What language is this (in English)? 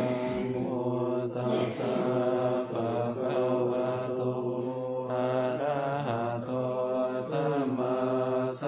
Pali